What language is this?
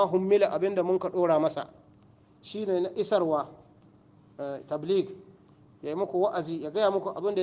Hausa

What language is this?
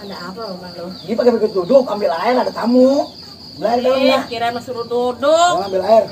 Betawi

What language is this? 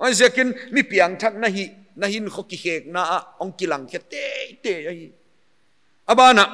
Paite Chin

